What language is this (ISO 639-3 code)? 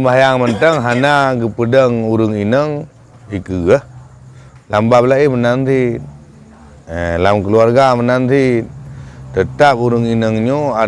ace